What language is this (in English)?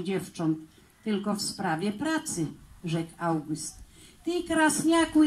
Kashubian